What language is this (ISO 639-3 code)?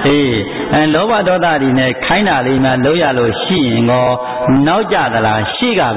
mya